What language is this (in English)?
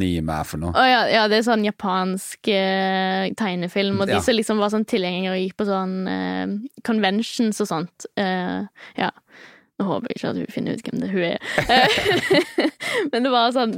Norwegian